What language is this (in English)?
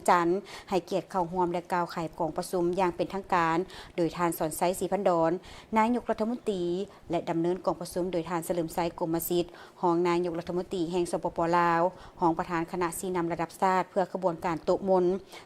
Lao